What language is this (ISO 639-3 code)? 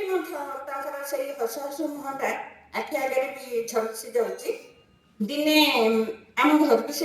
ori